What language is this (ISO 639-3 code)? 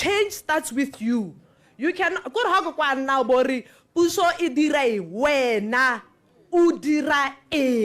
tsn